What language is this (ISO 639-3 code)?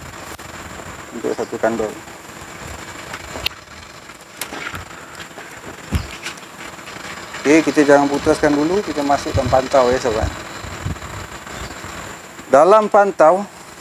msa